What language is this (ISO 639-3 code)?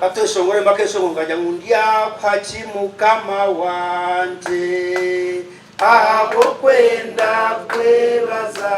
nyn